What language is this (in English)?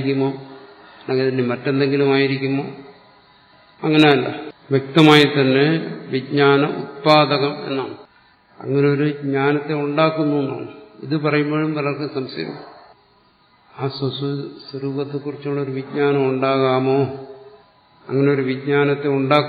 Malayalam